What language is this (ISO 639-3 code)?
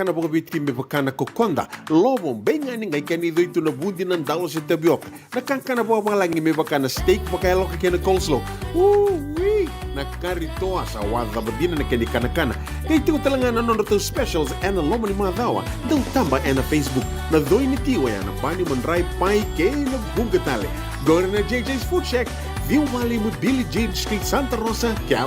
fij